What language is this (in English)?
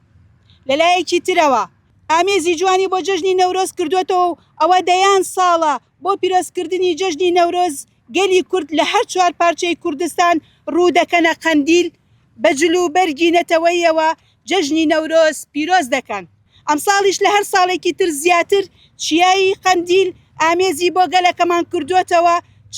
Central Kurdish